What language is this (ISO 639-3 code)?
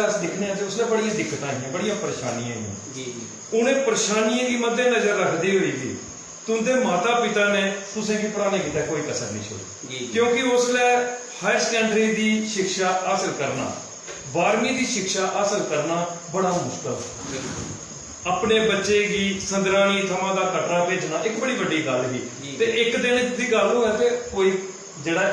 doi